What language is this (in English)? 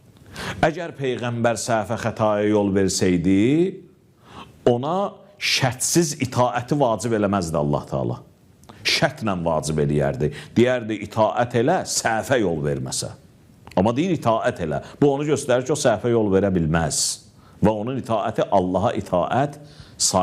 Azerbaijani